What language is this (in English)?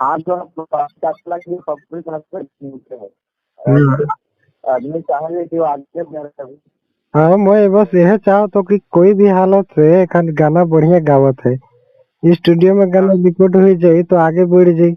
Sadri